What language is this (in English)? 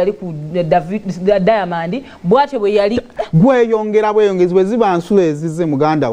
Ganda